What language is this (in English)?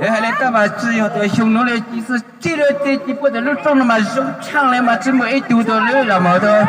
Hmong